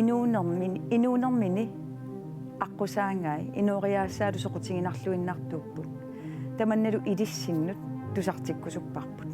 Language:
Kalaallisut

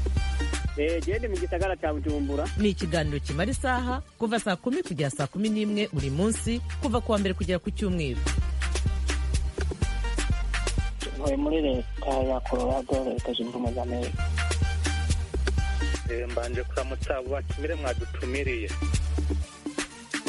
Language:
Kinyarwanda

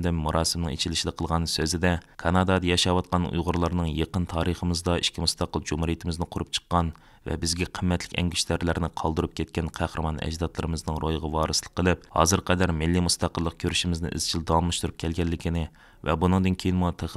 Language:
Uyghur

